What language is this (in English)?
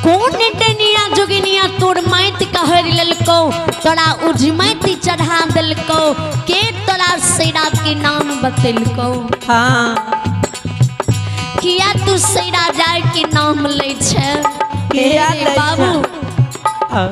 Maithili